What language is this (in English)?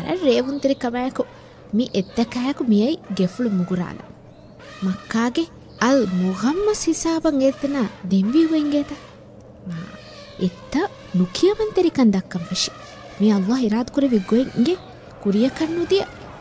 Divehi